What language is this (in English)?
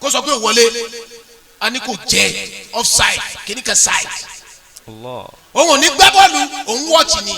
Yoruba